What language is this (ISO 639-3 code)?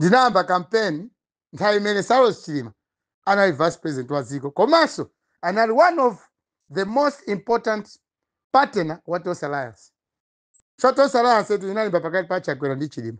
nya